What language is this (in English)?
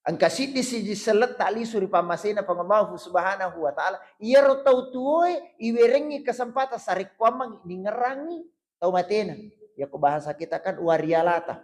Buginese